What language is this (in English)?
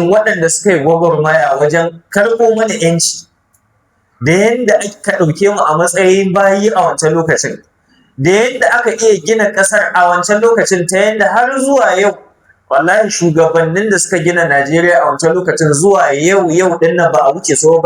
Hausa